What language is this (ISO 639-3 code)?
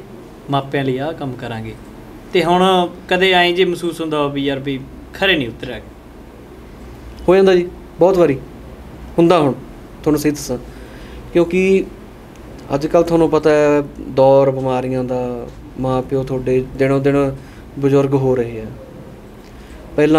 pan